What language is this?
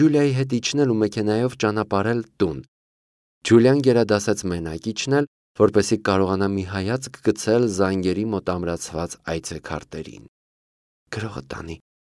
Armenian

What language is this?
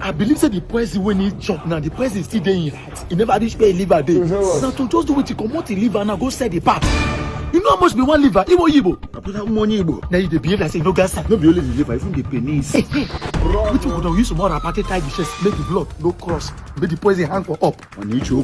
Nigerian Pidgin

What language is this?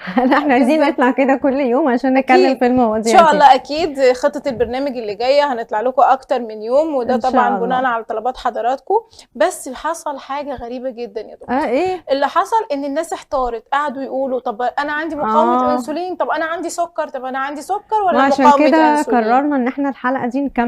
Egyptian Arabic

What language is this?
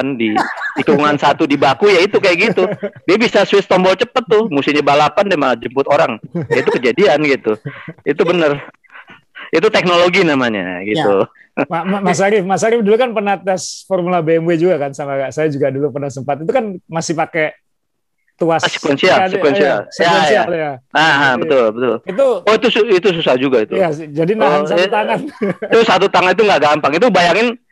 Indonesian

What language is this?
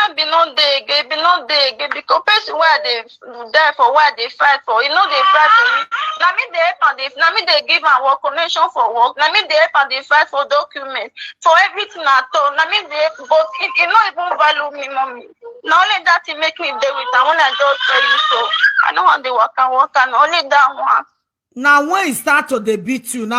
Nigerian Pidgin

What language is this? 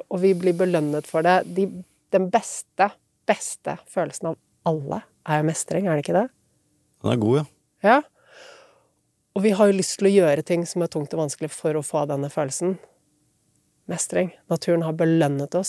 Norwegian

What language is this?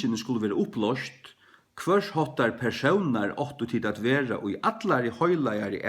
Faroese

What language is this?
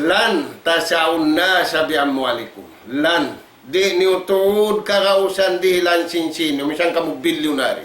Tausug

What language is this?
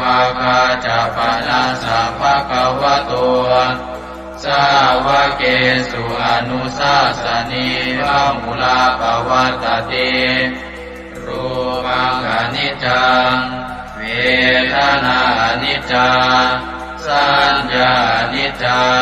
Pali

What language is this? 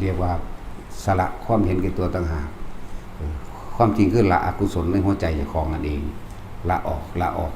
Northeastern Thai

